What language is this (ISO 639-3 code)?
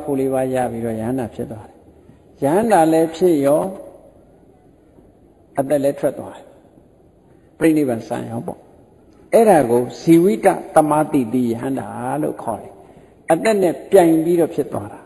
mya